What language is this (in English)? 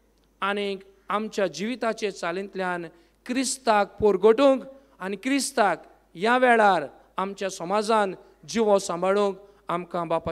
Konkani